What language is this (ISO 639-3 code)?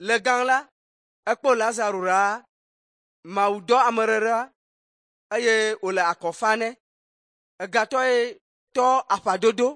ewe